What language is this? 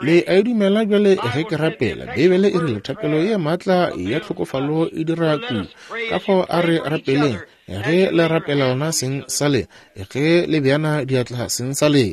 Northern Sotho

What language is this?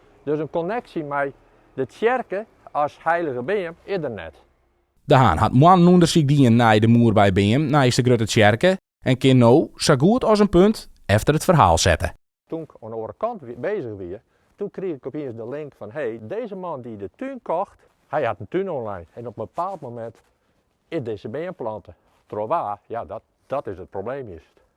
Western Frisian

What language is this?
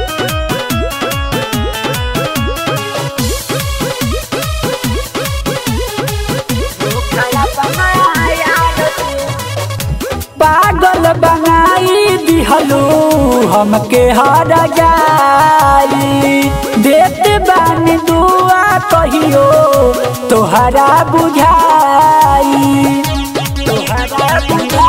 Bhojpuri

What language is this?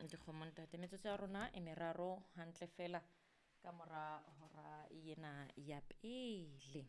Southern Sotho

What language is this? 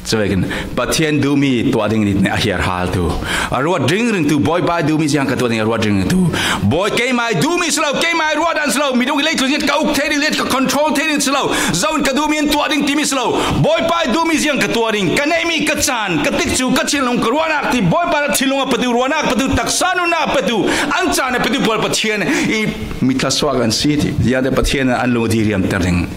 Falam Chin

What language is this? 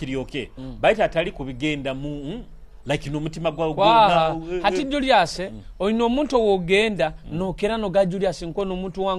Nyoro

